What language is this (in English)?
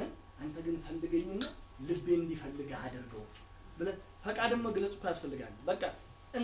Amharic